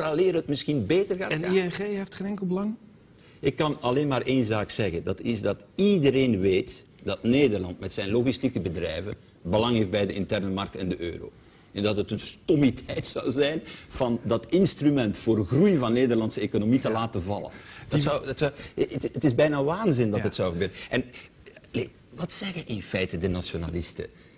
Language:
Dutch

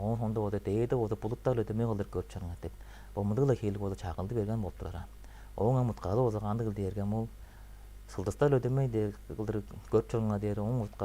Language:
Tuvinian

